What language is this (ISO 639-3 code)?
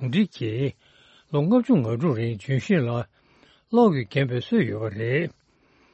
bod